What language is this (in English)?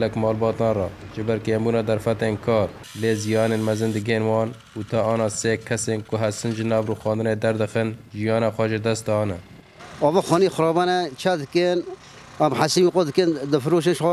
Kurdish